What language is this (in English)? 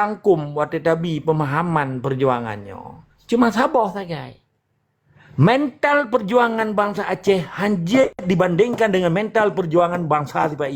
Achinese